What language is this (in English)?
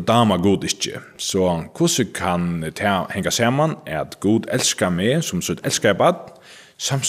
Faroese